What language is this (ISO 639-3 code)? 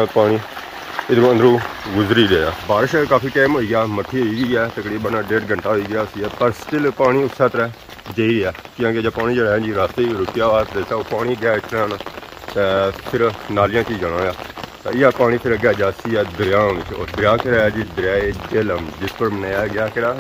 phr